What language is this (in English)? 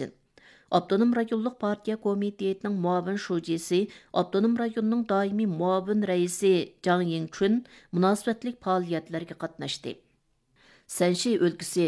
Uyghur